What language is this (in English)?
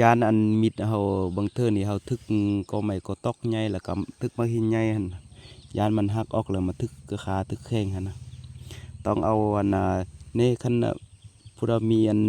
Lao